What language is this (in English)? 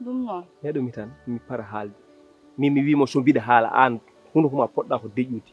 Fula